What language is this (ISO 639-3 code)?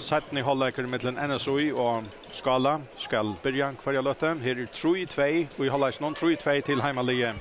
fao